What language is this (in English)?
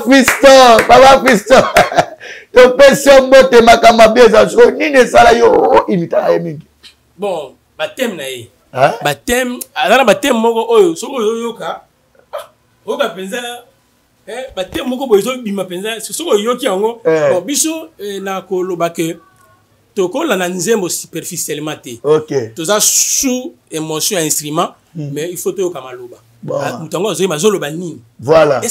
Lingala